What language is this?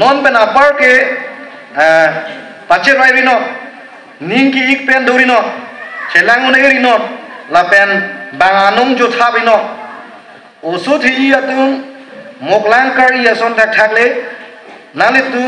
Karbi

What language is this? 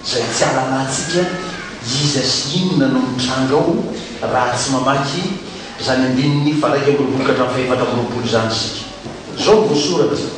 Malagasy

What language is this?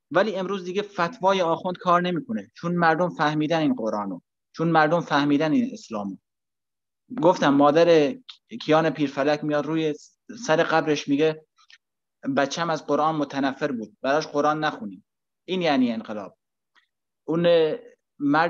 Persian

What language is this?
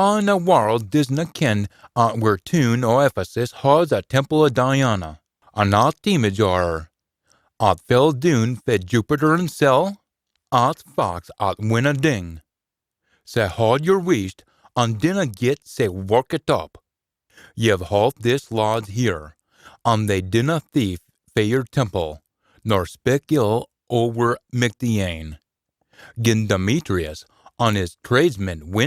Scots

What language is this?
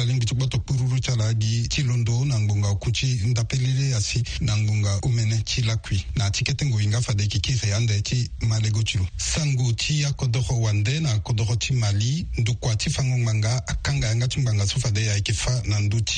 Sango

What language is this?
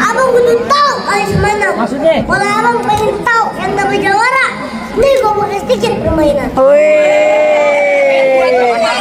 Betawi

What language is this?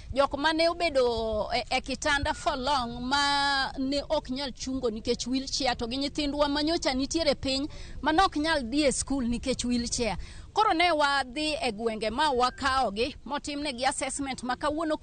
Luo (Kenya and Tanzania)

